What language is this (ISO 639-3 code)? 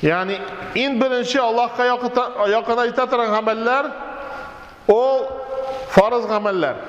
tat